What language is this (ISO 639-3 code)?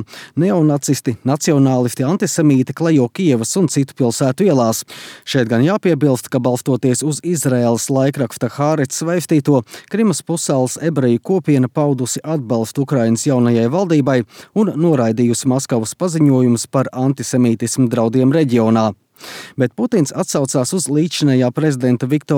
lav